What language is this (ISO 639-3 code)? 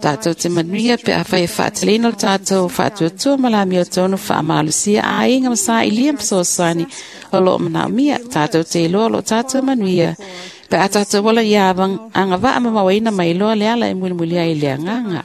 smo